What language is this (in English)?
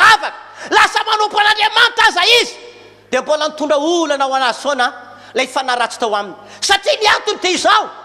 Malagasy